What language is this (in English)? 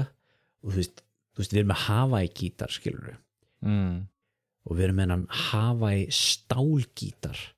Icelandic